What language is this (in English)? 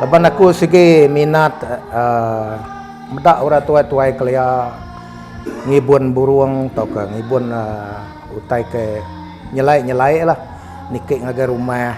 Iban